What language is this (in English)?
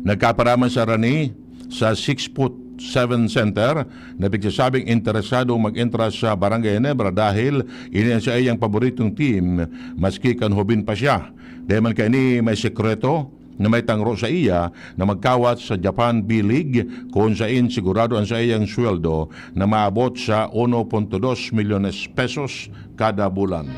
Bikol